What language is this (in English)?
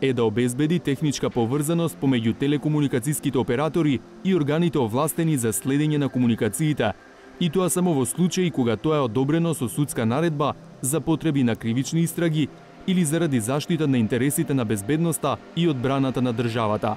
Macedonian